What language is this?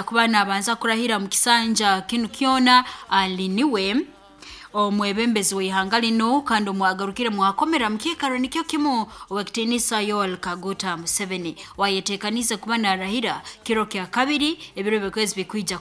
Nyoro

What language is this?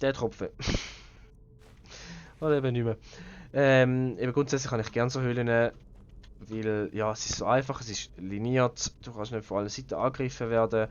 Swiss German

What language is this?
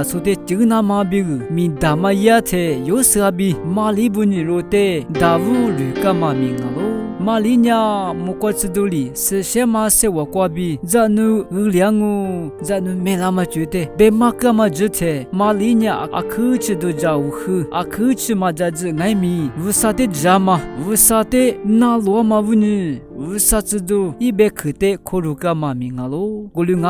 Lisu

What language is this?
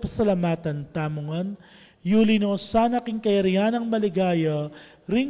Pampanga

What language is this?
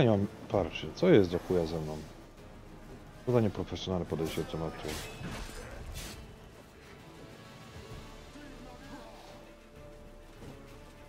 Polish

